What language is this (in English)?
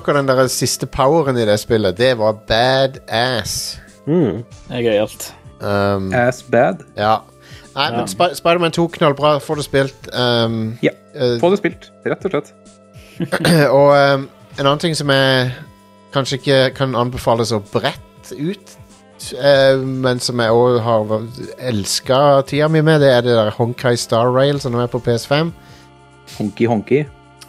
Norwegian